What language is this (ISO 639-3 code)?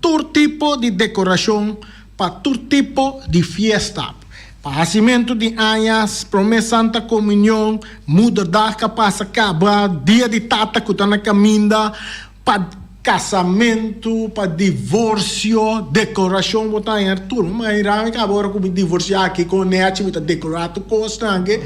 pap